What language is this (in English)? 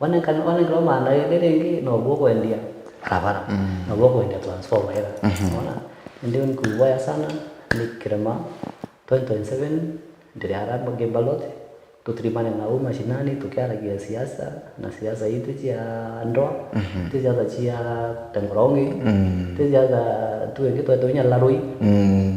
Meru